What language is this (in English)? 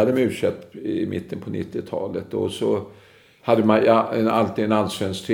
Swedish